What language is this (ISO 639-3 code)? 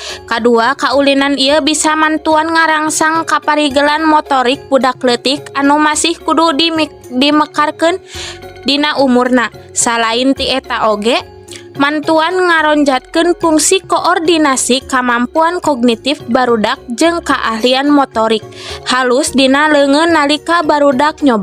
sun